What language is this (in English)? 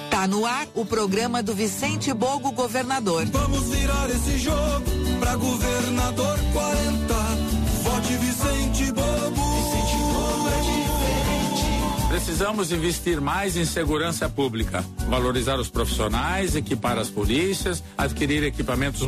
Portuguese